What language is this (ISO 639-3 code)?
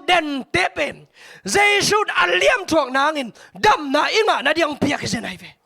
ctd